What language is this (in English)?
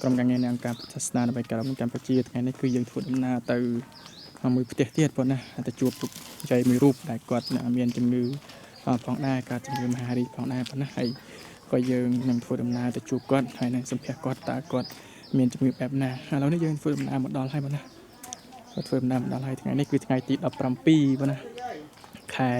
Khmer